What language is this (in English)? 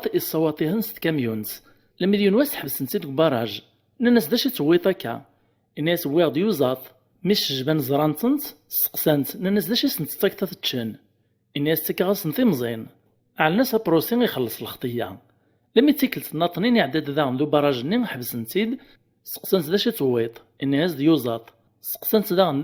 Kabyle